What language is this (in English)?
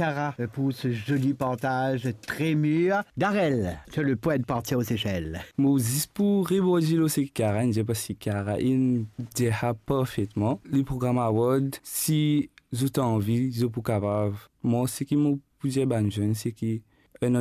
Morisyen